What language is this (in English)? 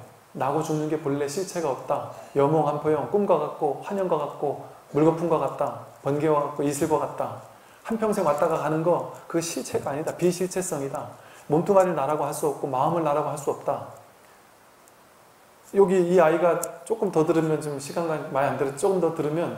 Korean